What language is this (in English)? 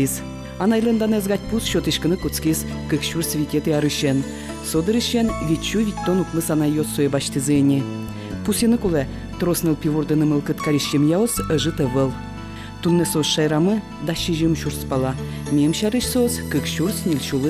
Udmurt